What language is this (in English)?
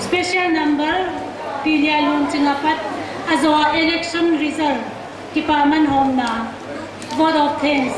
Paite Chin